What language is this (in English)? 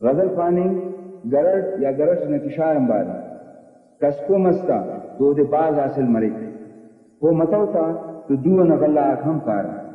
Brahui